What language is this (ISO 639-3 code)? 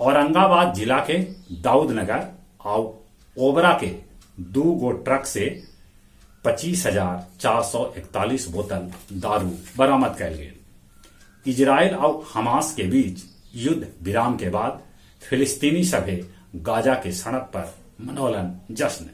mag